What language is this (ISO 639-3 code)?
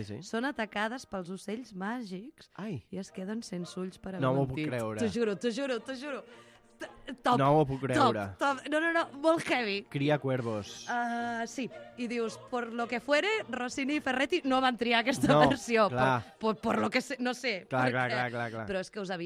cat